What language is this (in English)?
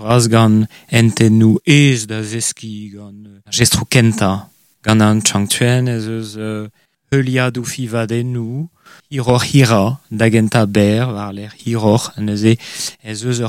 Breton